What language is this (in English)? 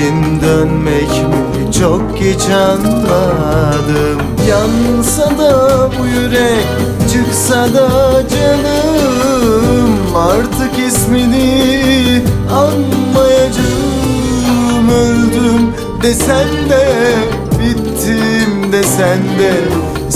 Turkish